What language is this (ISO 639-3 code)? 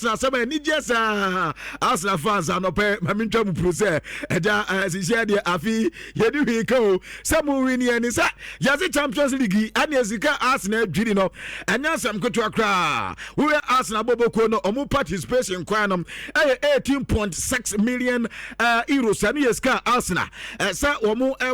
aka